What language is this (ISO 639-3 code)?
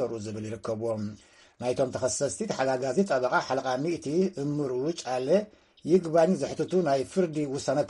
tir